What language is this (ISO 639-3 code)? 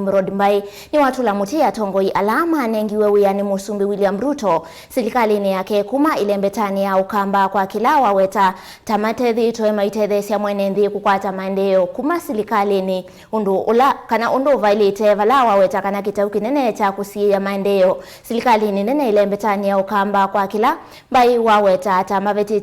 kam